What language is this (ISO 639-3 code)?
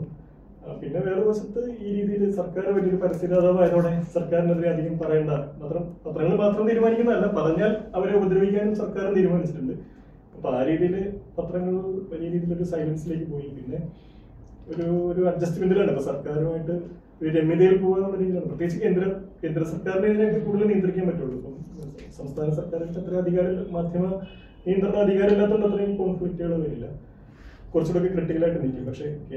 mal